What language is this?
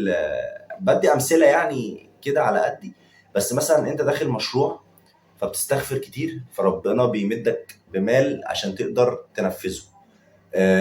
Egyptian Arabic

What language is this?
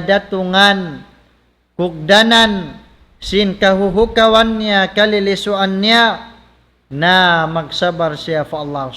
Tausug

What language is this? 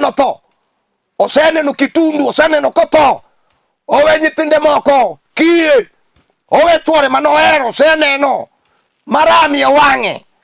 Luo (Kenya and Tanzania)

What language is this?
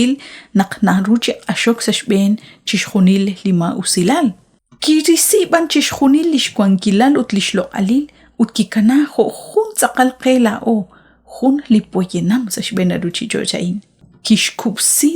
Kekchí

